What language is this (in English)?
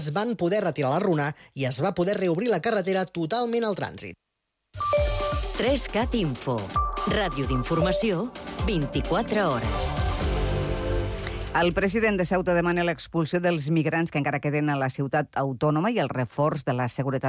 Catalan